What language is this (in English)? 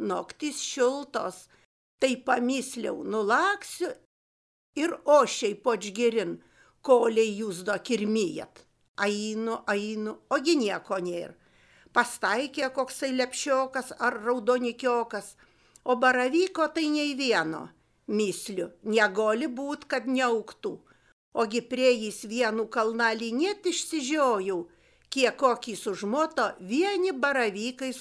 Lithuanian